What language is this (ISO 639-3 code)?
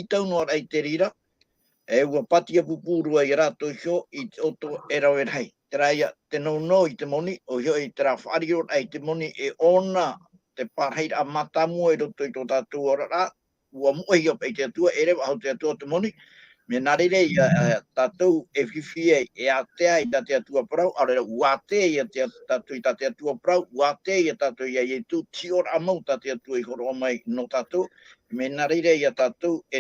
tah